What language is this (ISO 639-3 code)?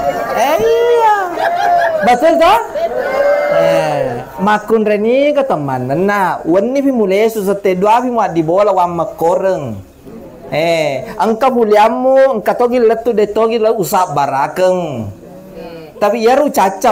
bug